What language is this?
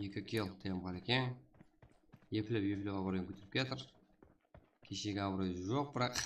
Kara-Kalpak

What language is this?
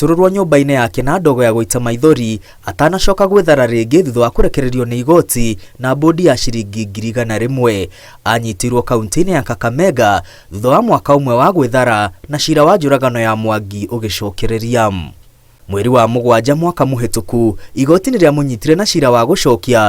Kikuyu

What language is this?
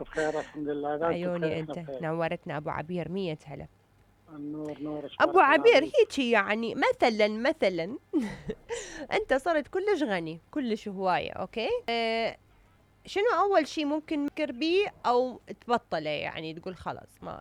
Mesopotamian Arabic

